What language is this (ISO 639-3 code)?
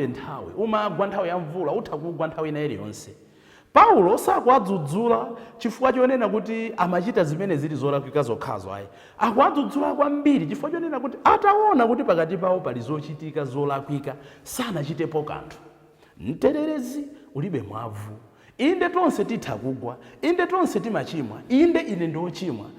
nya